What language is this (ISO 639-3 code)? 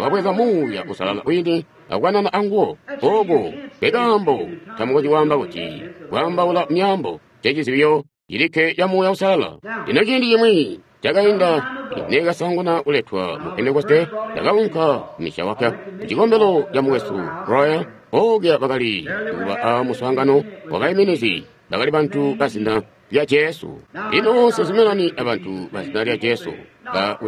toi